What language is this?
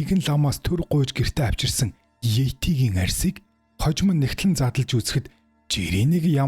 Mongolian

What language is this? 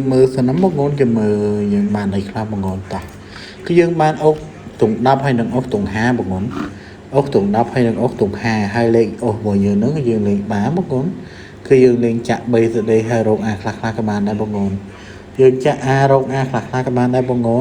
Khmer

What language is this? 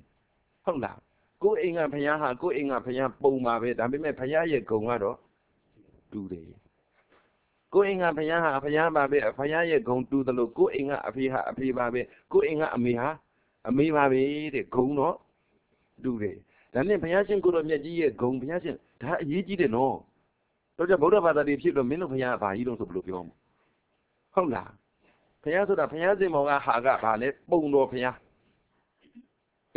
Burmese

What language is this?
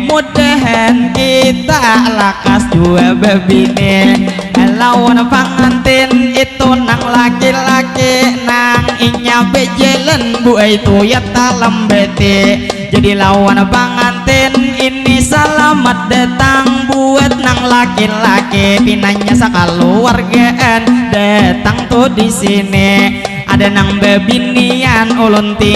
Banjar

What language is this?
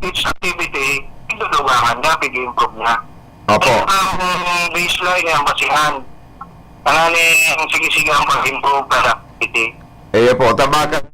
Bikol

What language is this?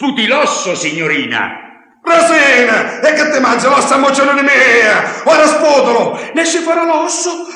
Neapolitan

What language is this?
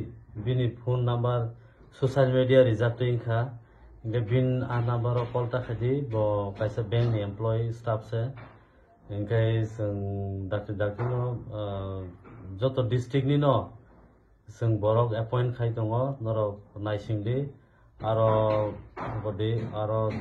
Kok Borok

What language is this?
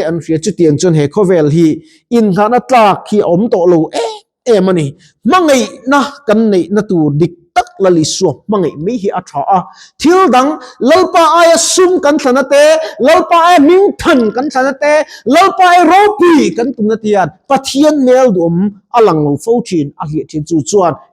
Mizo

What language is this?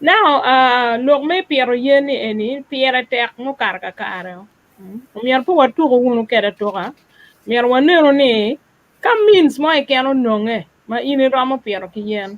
Acoli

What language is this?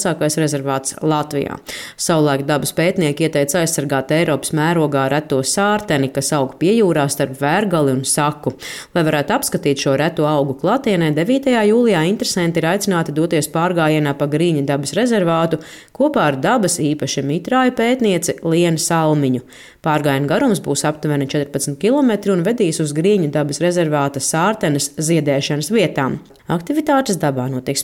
Latvian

